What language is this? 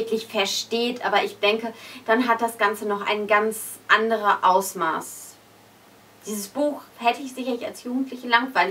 German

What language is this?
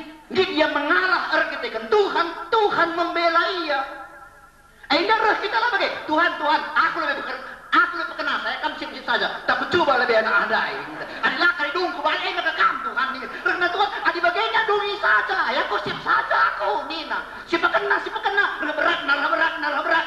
Batak Karo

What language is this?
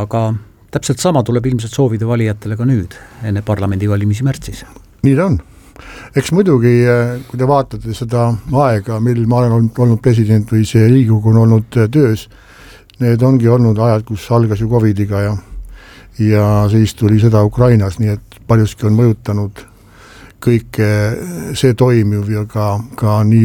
Estonian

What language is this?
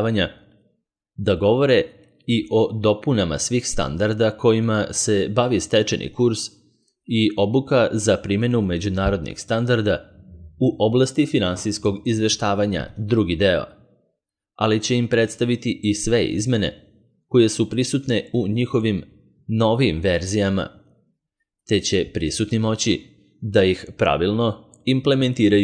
Serbian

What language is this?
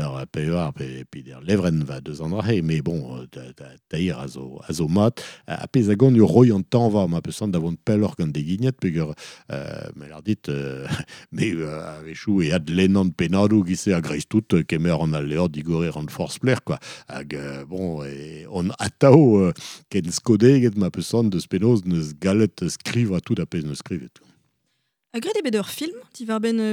Breton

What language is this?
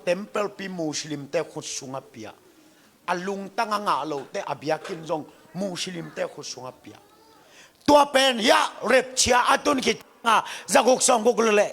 Tedim Chin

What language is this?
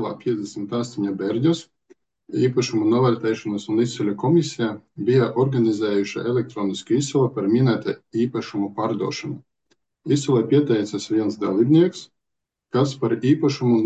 Latvian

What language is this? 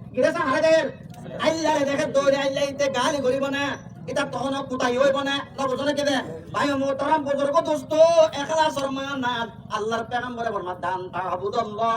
Rohingya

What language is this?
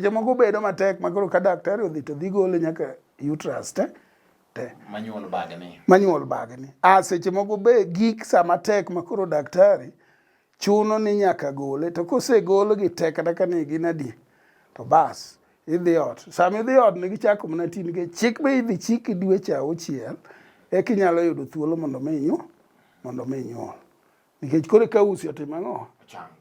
Luo (Kenya and Tanzania)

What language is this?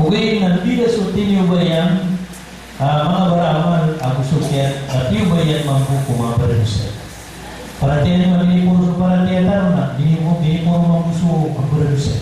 Maranao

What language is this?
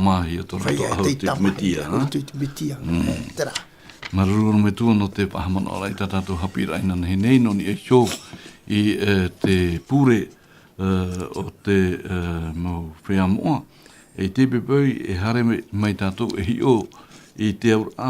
Tahitian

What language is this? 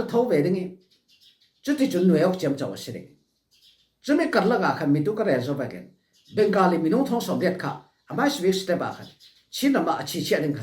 Falam Chin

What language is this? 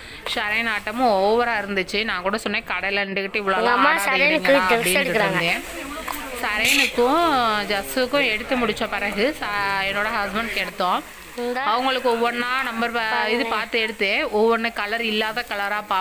Tamil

